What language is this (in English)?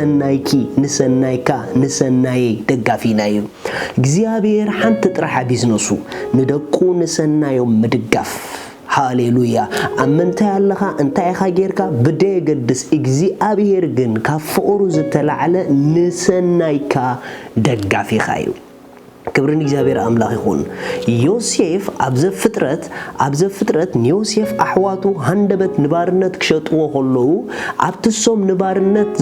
Tigrinya